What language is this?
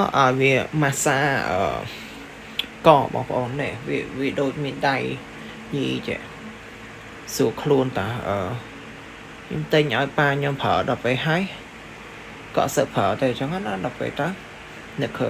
Khmer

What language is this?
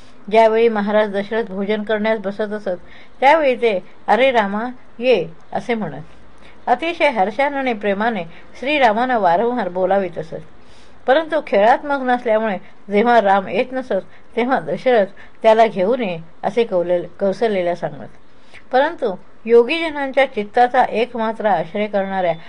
Marathi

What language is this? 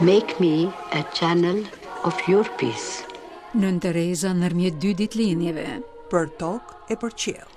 Albanian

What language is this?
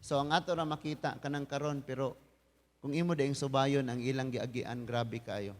Cebuano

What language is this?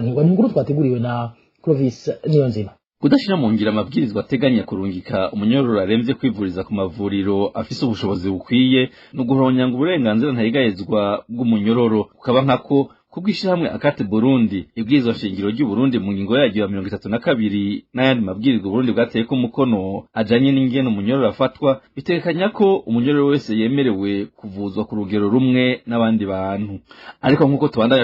Rundi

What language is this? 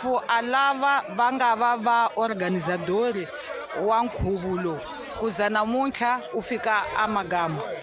Tsonga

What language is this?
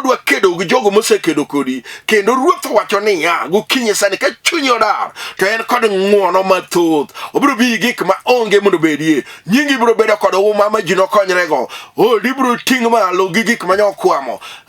Luo (Kenya and Tanzania)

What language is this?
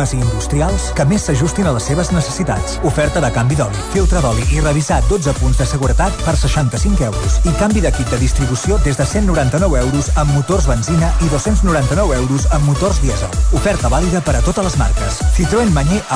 Catalan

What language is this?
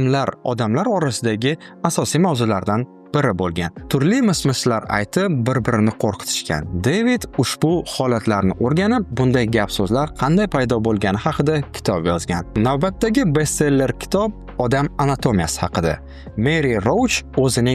Uzbek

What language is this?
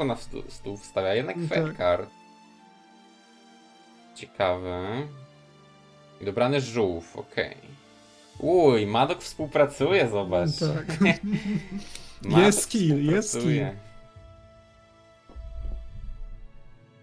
Polish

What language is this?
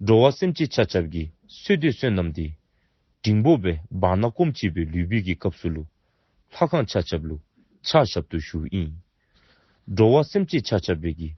Dzongkha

